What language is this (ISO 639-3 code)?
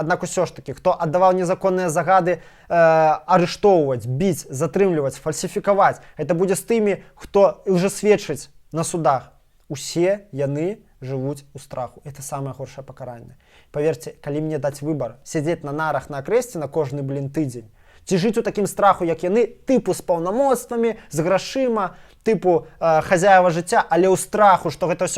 bel